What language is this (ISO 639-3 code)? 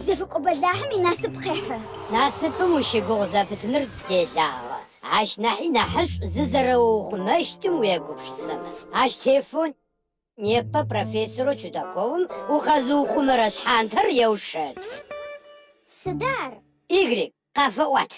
ady